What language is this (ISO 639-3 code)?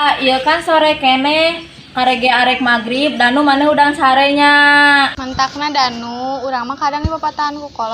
sun